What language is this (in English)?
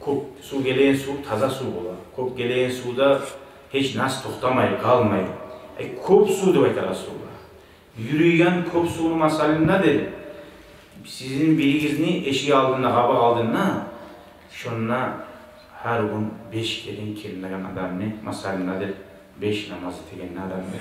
Kumyk